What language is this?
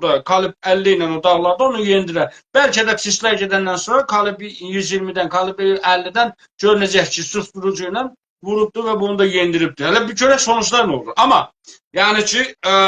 South Azerbaijani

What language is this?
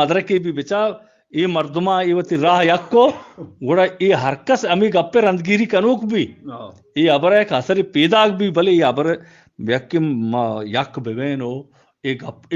Eastern Balochi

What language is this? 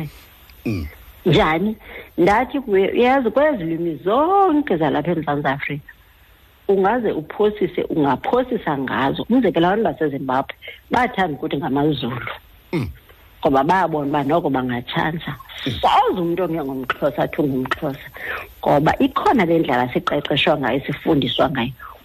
Xhosa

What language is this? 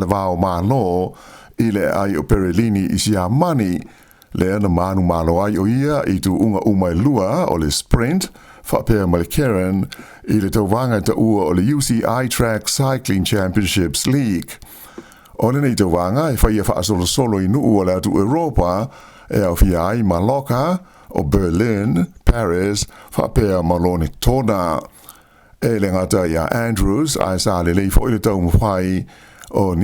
Samoan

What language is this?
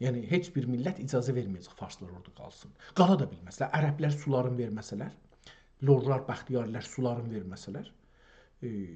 South Azerbaijani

